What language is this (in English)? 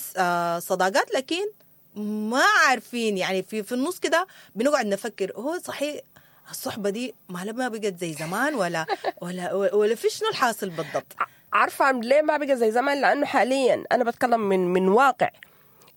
Sudanese Arabic